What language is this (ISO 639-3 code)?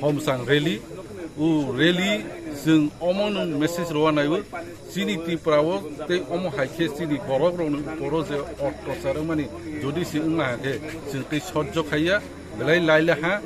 trp